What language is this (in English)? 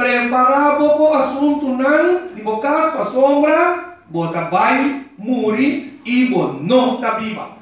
Papiamento